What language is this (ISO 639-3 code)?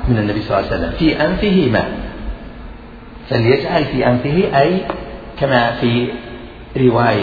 ara